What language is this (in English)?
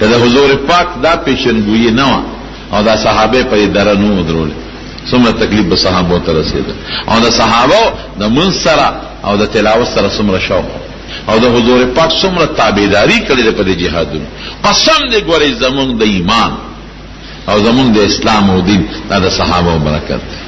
Pashto